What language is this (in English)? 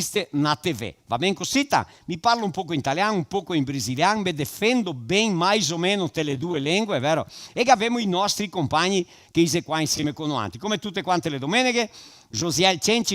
Venetian